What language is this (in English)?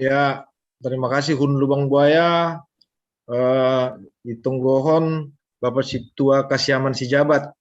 Batak Simalungun